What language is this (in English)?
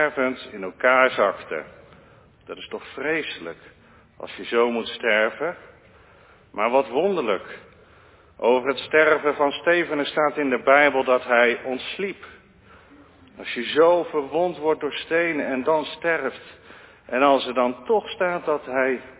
Dutch